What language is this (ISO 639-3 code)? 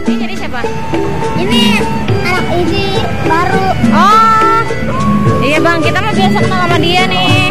bew